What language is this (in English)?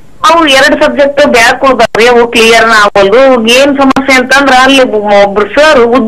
Kannada